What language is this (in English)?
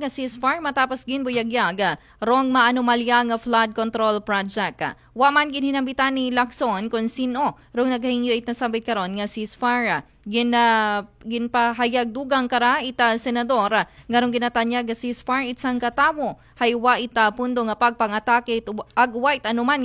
Aklanon